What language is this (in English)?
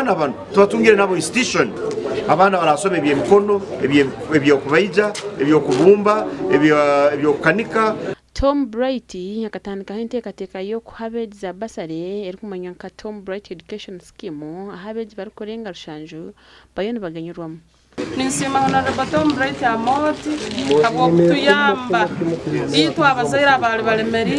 Nyankole